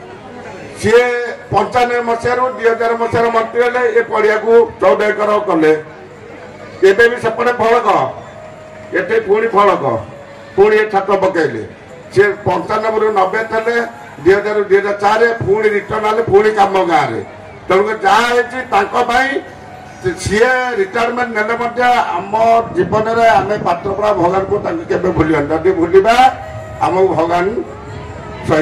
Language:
Odia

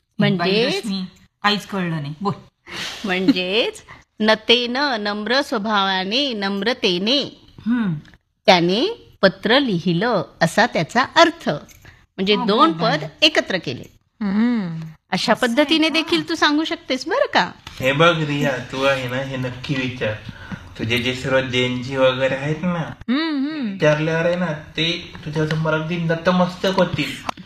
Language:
Marathi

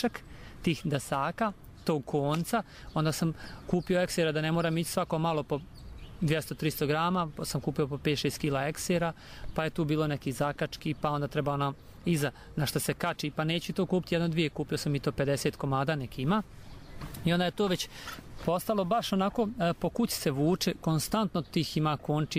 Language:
Serbian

